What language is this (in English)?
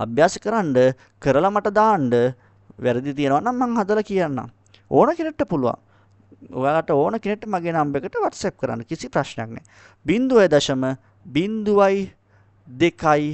Sinhala